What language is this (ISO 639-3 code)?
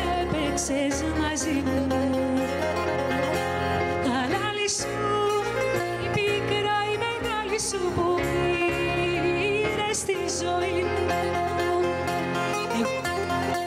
ell